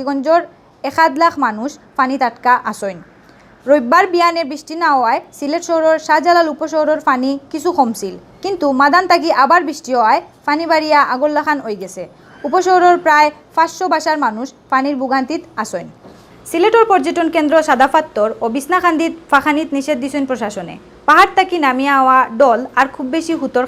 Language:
Sylheti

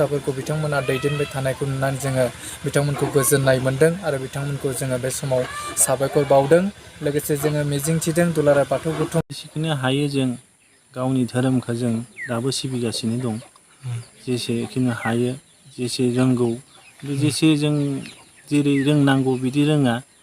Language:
Bodo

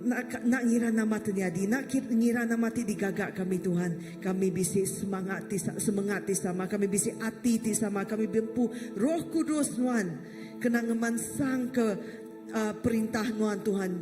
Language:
Iban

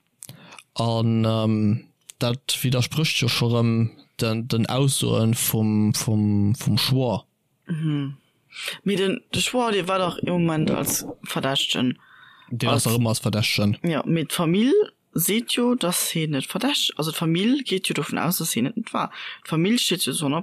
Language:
Luxembourgish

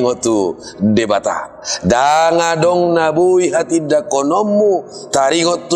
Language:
Batak Toba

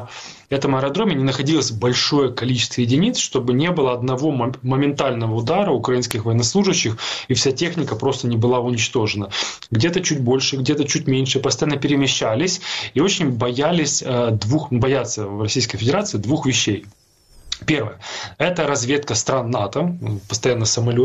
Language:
Russian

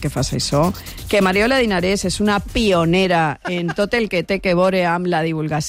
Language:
Catalan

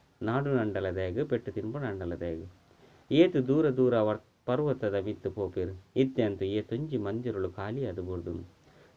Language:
Tulu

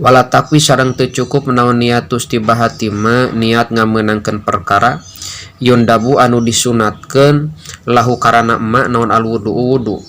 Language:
Sundanese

